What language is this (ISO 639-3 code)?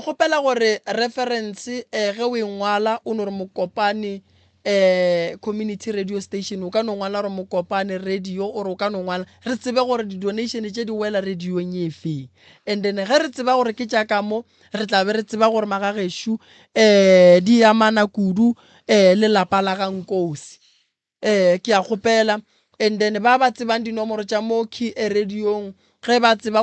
nso